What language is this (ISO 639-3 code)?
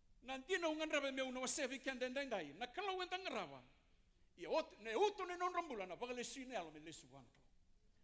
fij